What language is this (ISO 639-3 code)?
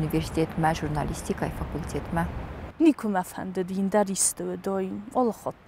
oss